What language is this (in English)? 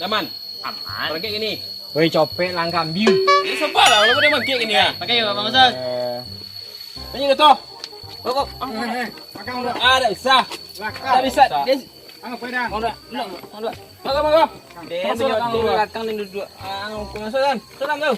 Minangkabau